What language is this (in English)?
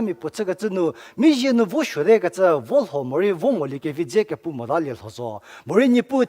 Angami Naga